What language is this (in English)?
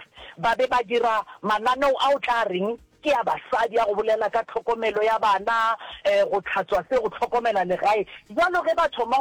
Northern Sotho